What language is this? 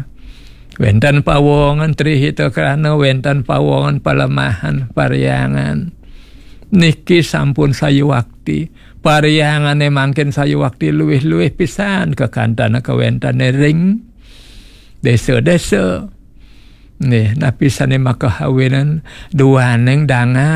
Balinese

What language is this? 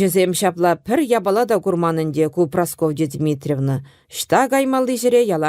Chuvash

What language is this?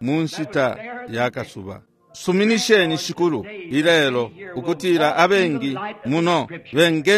Bemba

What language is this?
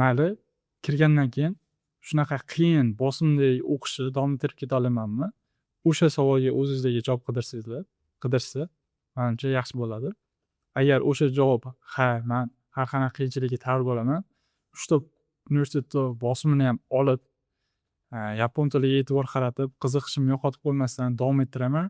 Uzbek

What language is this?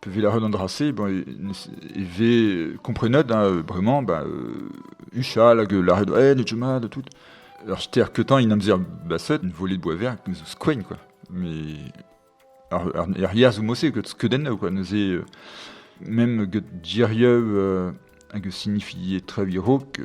Breton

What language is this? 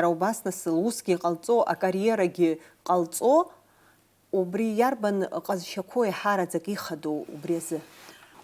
Abkhazian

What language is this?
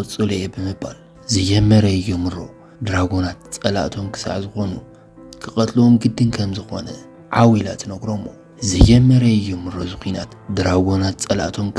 Tigrinya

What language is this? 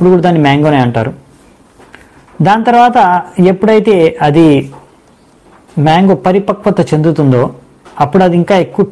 Telugu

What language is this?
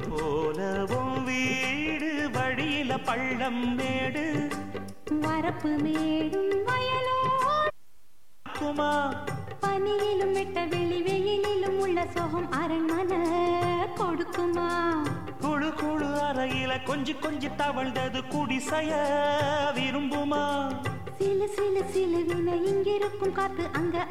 Tamil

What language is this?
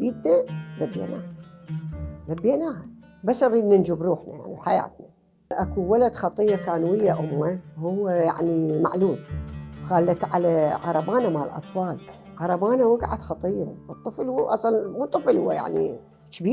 Mesopotamian Arabic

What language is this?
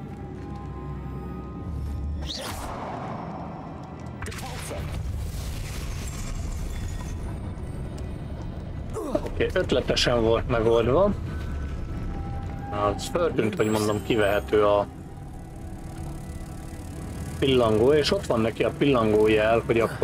Hungarian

